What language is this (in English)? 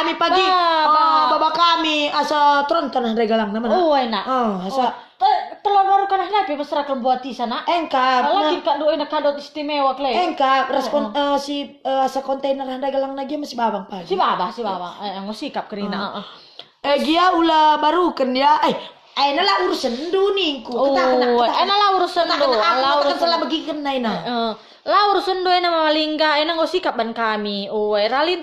Batak Karo